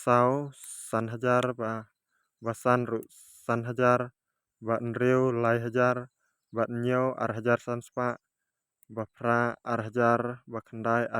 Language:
Khasi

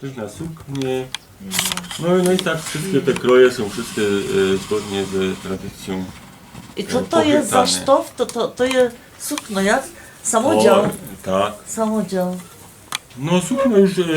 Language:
Silesian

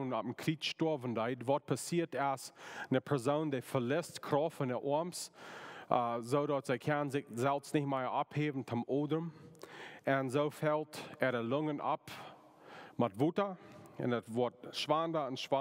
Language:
Plautdietsch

